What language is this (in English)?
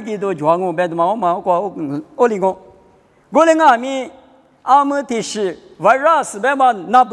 Lisu